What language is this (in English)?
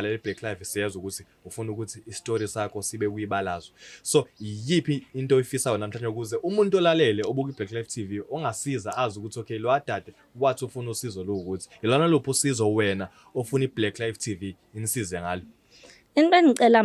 Zulu